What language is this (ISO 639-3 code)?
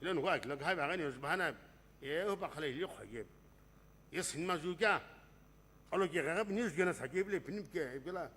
nsm